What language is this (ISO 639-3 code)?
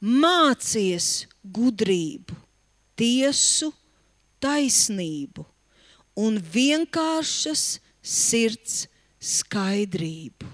lav